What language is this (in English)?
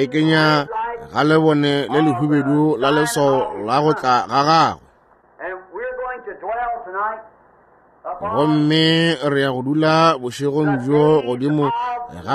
Northern Sotho